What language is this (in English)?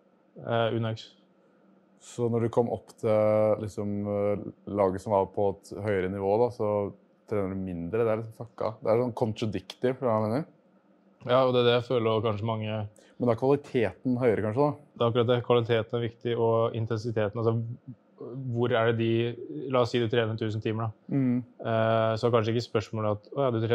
Norwegian